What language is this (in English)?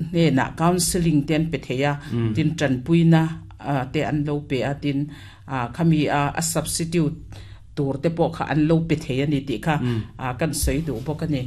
Mizo